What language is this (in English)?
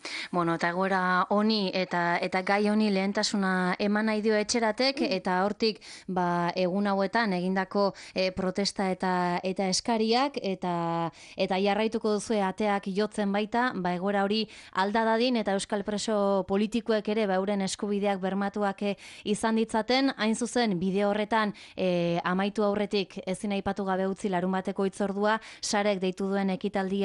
Basque